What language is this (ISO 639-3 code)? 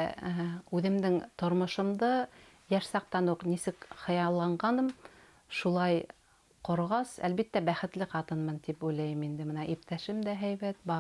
bak